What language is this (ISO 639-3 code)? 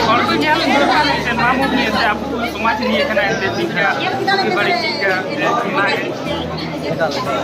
sat